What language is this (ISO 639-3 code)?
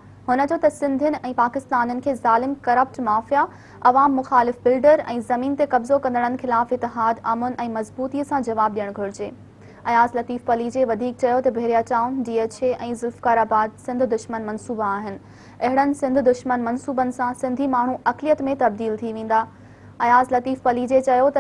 snd